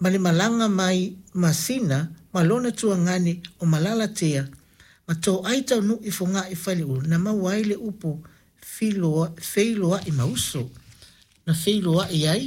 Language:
Samoan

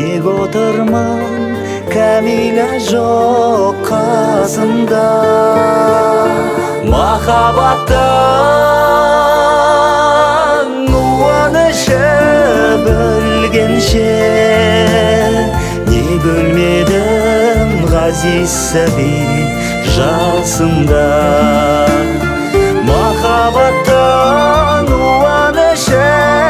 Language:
Kazakh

